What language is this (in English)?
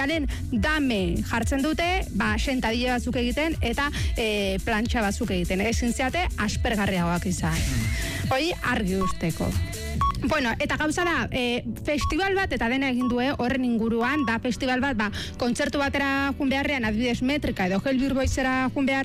Basque